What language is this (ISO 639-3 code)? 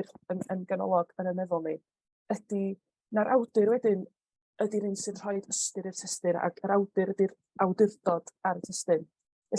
cym